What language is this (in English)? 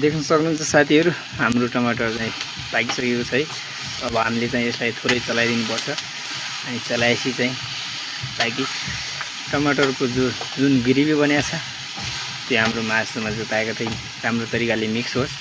Nepali